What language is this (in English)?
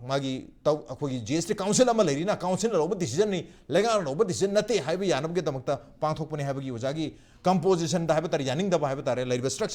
Manipuri